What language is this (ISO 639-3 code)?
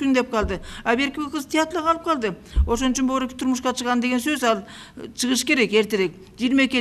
kir